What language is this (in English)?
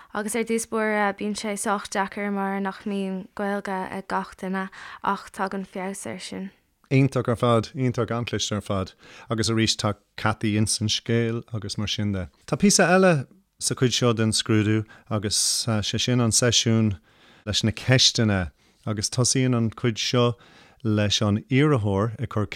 Irish